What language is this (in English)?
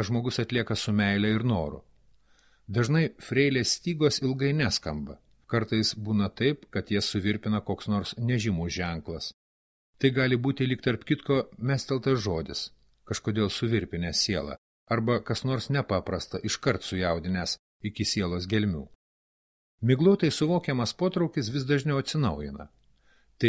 Lithuanian